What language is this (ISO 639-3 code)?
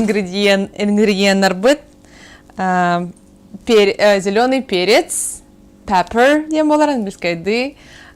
sah